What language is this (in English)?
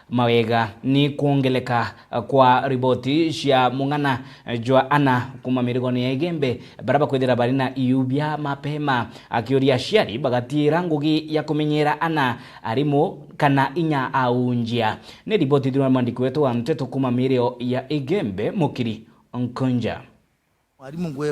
Meru